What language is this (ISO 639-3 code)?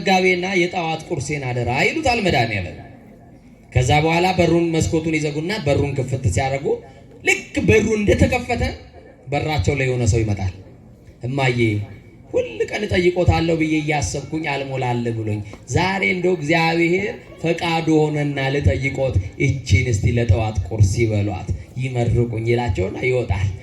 amh